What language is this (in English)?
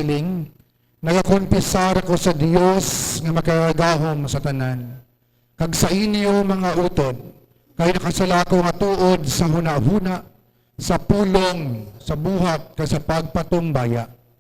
Hiligaynon